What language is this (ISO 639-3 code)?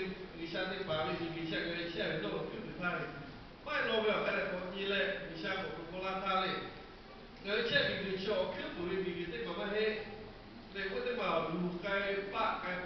lhu